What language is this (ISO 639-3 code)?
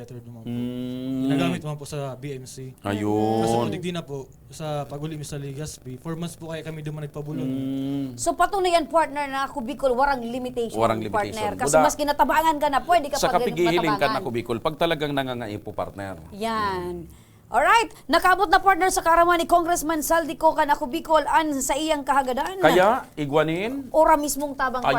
bik